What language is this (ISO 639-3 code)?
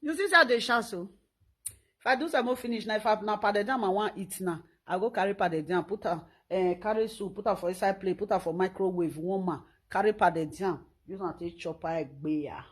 pcm